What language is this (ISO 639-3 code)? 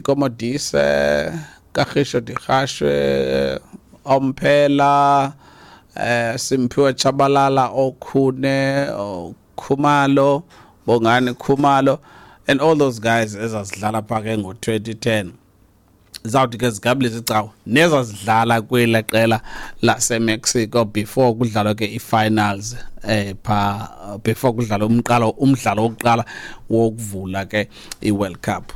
xho